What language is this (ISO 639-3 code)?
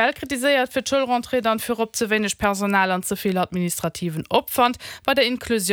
ltz